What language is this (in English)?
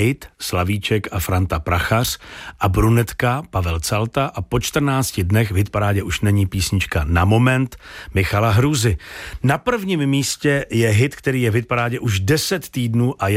Czech